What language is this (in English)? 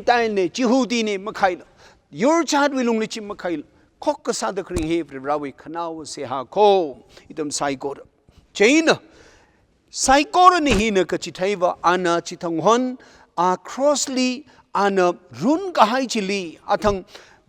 Tangkhul Naga (India)